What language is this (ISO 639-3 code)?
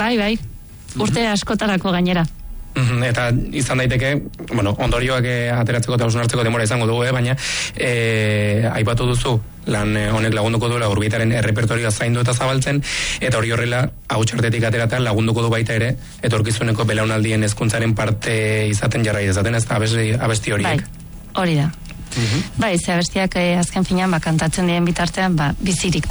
eus